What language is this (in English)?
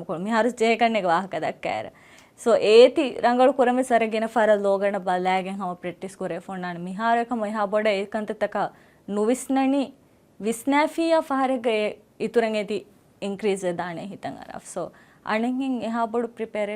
Divehi